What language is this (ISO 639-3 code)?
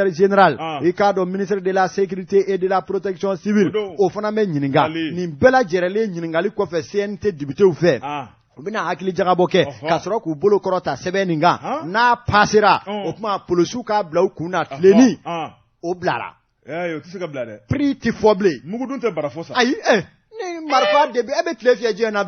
bam